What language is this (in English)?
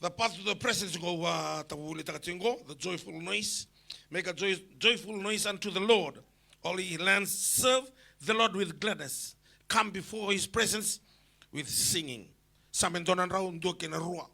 Fijian